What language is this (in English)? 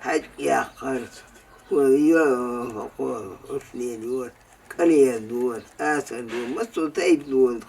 Chechen